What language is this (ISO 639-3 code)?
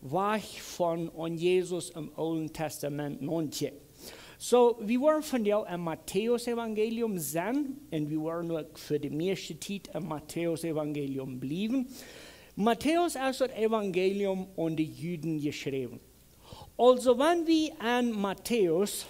pdt